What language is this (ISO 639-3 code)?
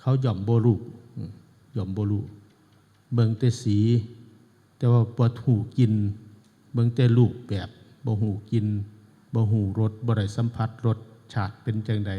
tts